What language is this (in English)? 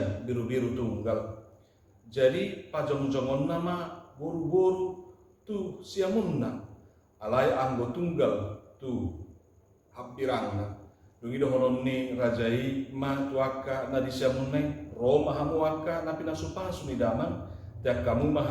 Batak Toba